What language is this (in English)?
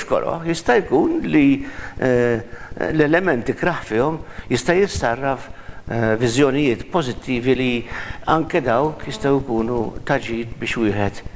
Maltese